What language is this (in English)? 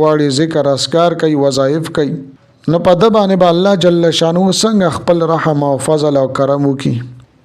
Pashto